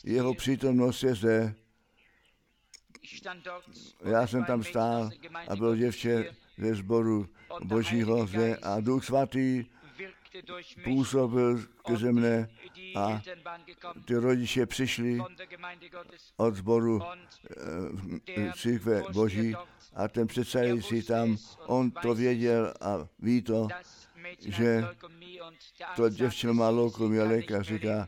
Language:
Czech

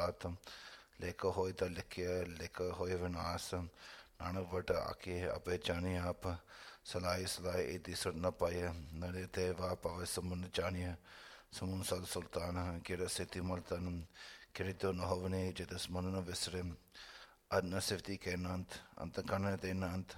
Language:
Punjabi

